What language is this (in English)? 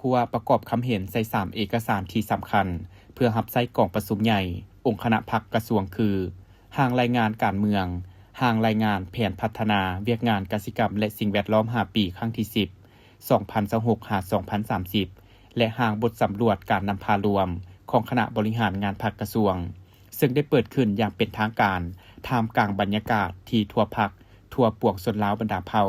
Lao